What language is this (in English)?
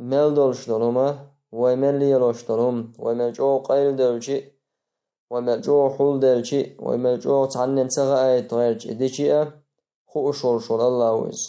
Chechen